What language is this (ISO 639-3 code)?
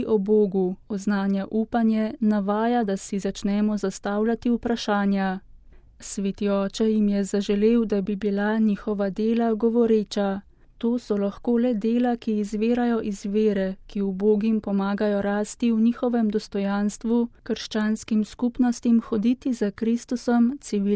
slv